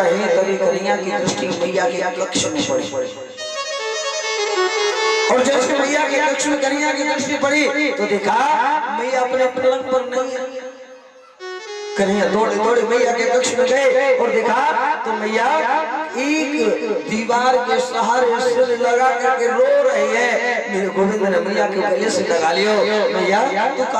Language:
Hindi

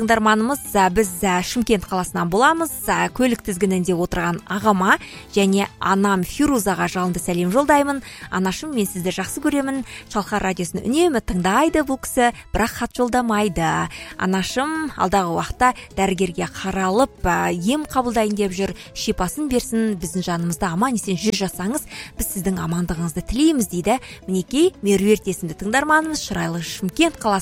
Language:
Kazakh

